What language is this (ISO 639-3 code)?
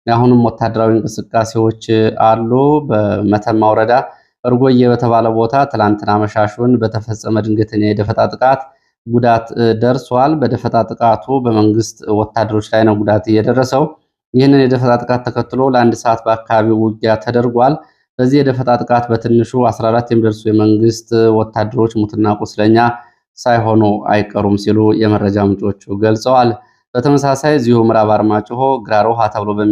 amh